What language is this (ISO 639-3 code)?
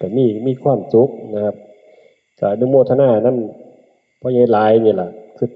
tts